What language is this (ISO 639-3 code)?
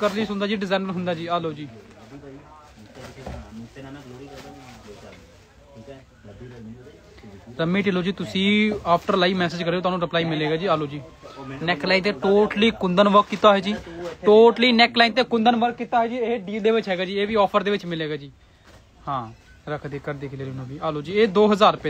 pan